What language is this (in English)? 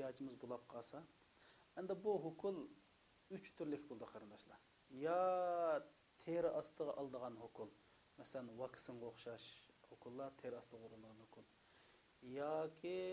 Uyghur